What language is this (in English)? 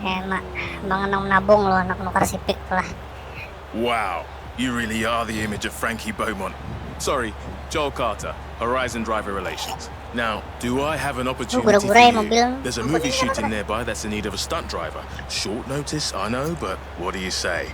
Banjar